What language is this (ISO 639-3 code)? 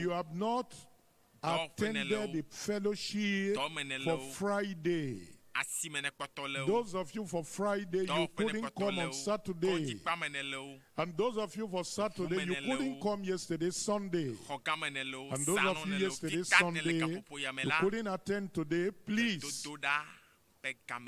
ewe